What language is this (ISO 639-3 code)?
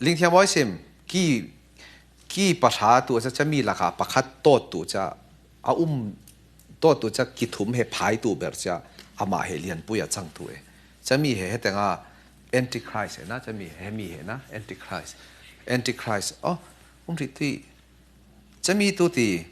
cfm